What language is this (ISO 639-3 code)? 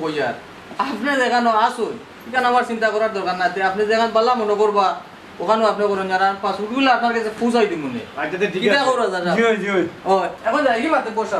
syl